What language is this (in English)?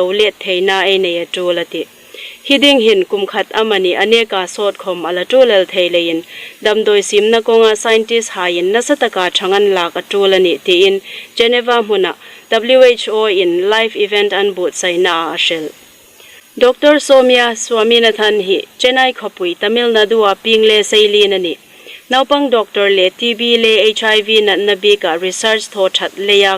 Hmar